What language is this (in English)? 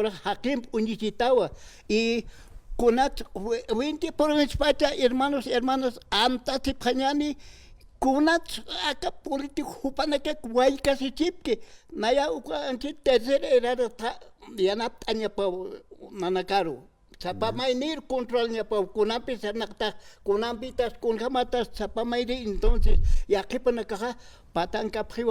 Aymara